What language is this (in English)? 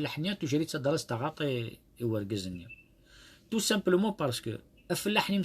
Kabyle